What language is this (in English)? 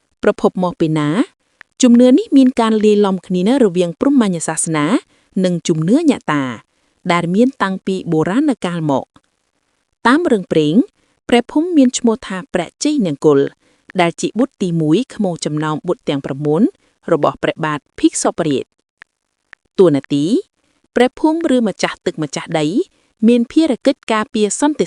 Khmer